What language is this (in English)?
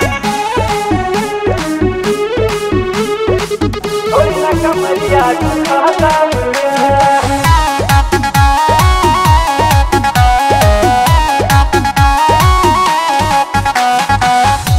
Bhojpuri